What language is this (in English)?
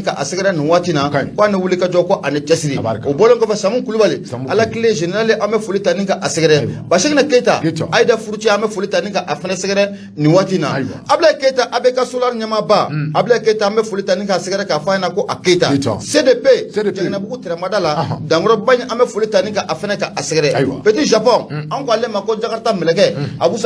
Bambara